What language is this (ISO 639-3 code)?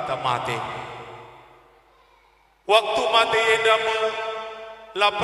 btx